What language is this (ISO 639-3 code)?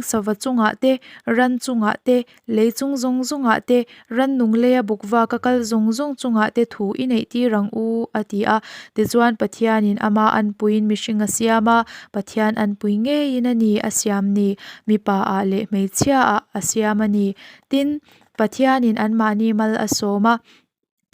lus